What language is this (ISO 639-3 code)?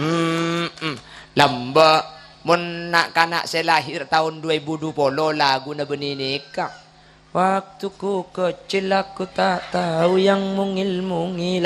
mad